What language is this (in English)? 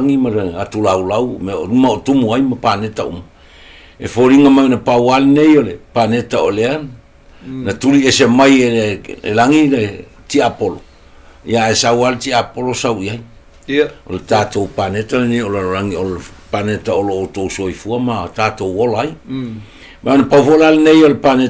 Samoan